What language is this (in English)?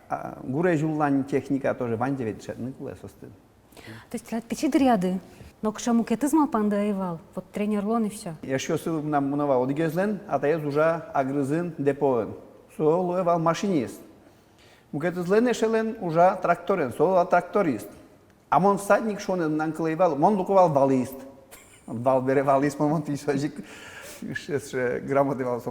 Udmurt